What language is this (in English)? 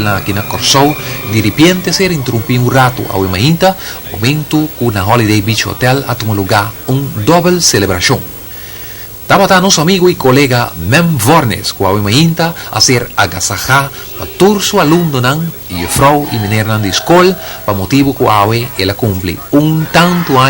Papiamento